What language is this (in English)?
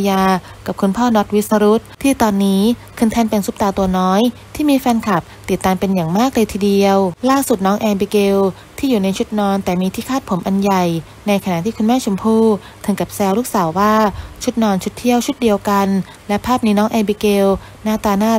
Thai